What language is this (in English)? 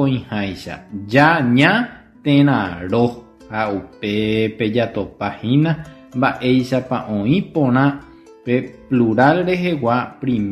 Guarani